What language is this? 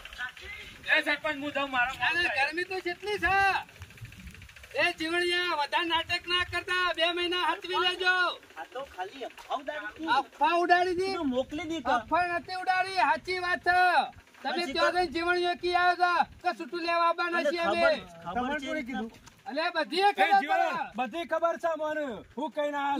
Gujarati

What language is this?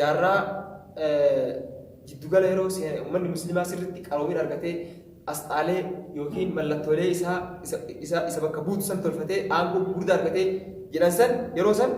Oromo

